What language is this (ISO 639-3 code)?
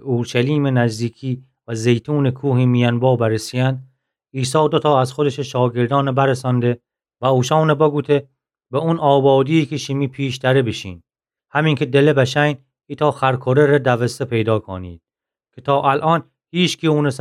glk